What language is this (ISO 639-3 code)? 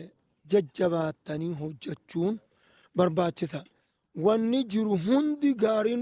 orm